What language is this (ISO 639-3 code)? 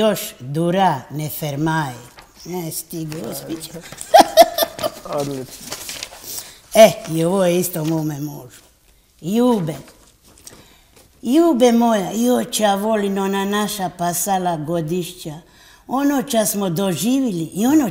hrv